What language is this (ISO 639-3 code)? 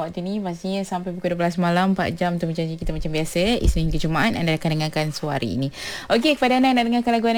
msa